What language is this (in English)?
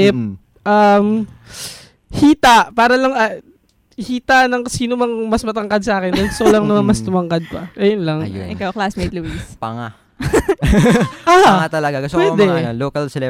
Filipino